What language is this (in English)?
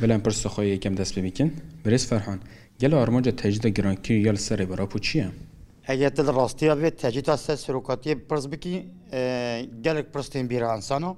Kurdish